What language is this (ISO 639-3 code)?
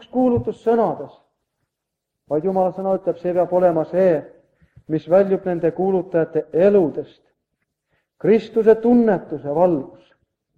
est